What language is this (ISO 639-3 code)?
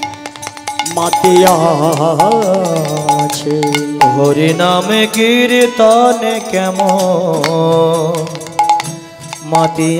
ben